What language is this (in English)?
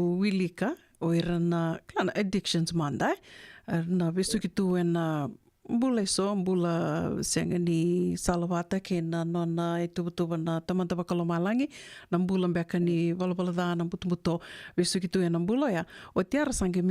Fijian